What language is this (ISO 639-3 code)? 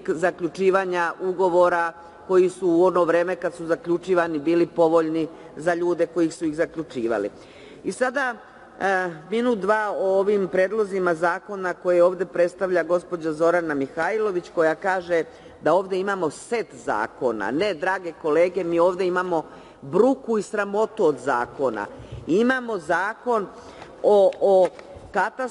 srp